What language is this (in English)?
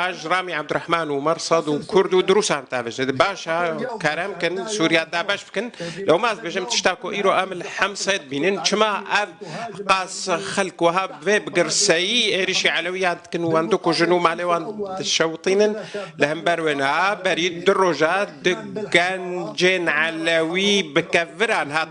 Kurdish